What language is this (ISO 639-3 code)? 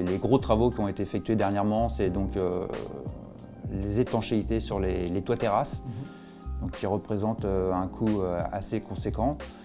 fra